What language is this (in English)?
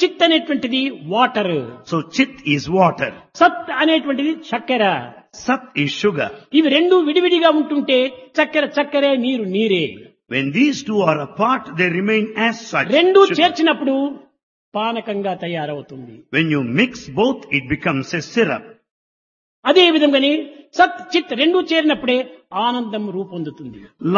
Telugu